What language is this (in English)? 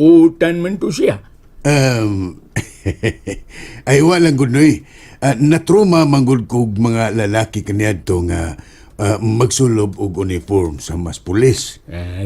Cebuano